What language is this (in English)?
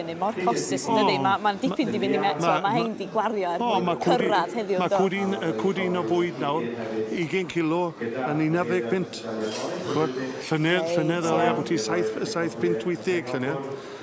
Welsh